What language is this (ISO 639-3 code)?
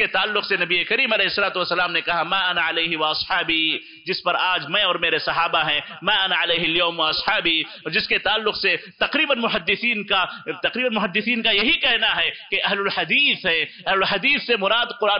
urd